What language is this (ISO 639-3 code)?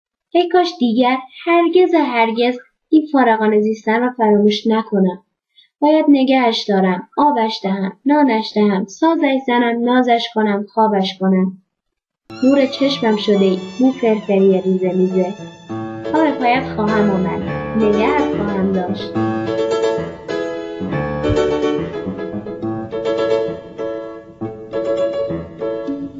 fas